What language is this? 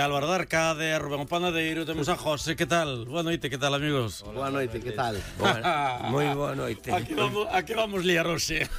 Galician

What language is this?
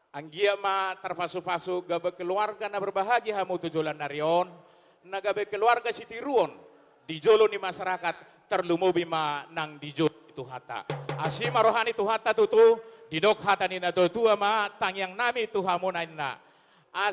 Batak Toba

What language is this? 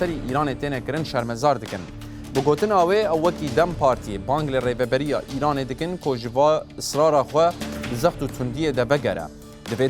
Kurdish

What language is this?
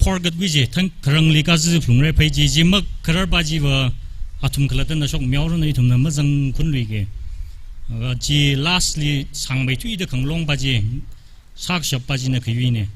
Tangkhul Naga (India)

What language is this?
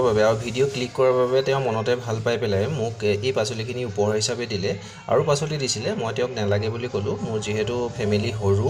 Assamese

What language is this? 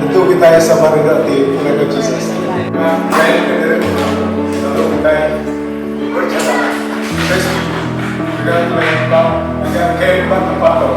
Iban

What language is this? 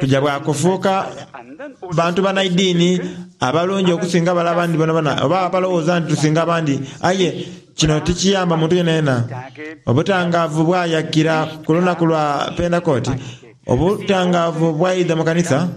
Soga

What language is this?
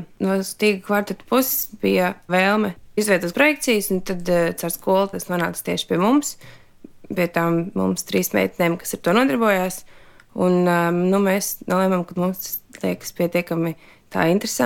Latvian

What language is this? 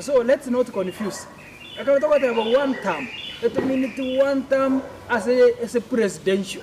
Gusii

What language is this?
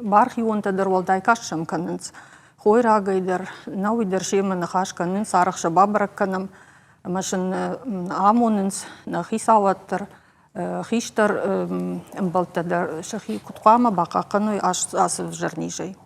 Ossetic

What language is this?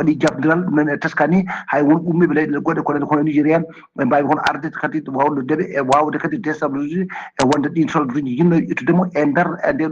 Fula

